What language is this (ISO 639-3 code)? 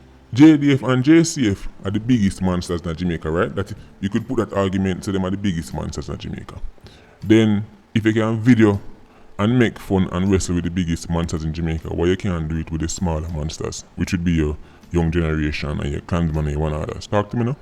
jam